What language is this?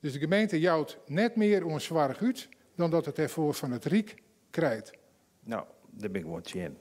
Western Frisian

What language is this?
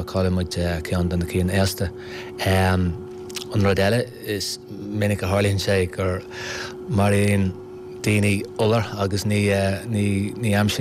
Irish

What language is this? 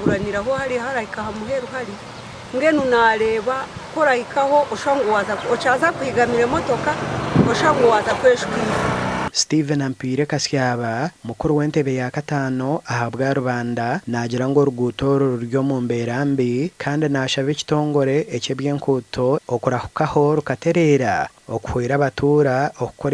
Nyankole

